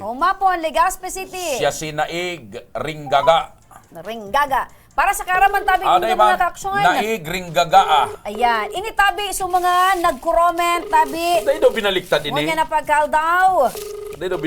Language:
Bikol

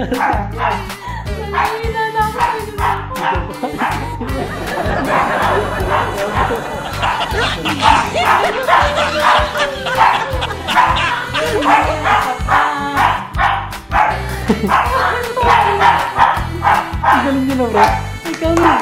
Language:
Filipino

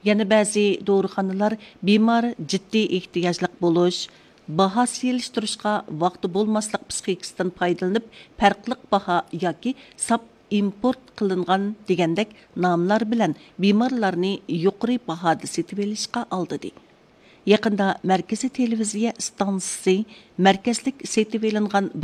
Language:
Uyghur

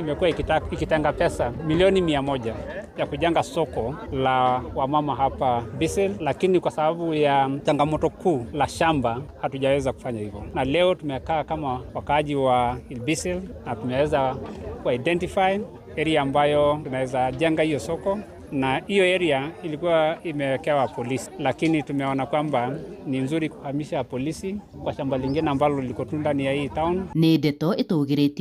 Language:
Kikuyu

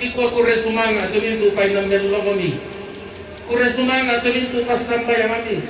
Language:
Toraja-Sa'dan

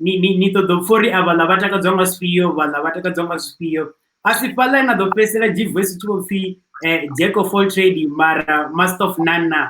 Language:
Venda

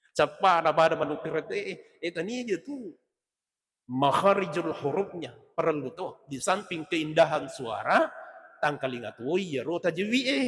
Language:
Buginese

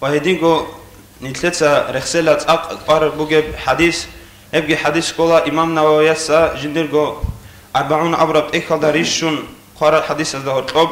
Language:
Avaric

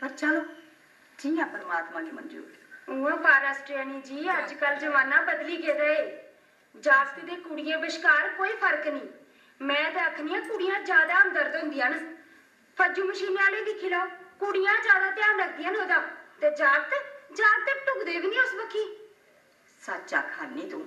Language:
Dogri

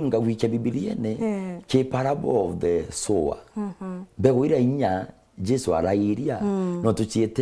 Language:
Meru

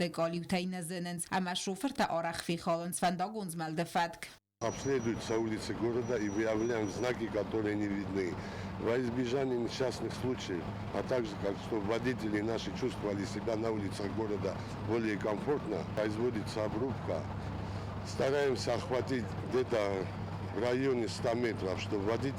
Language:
Ossetic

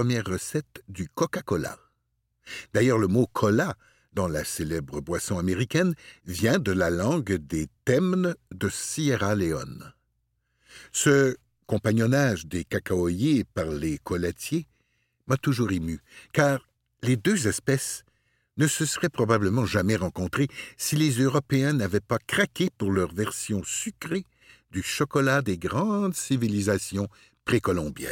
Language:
French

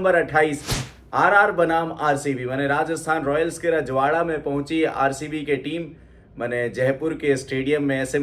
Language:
Bhojpuri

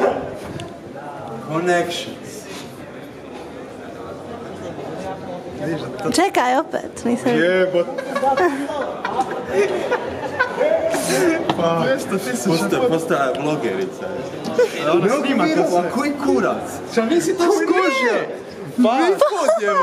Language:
Croatian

